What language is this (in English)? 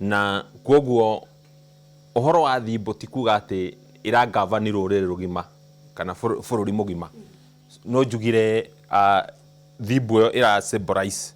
Kikuyu